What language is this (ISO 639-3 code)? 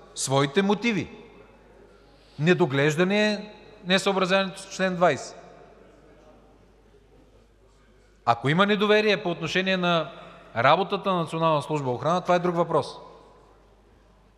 bul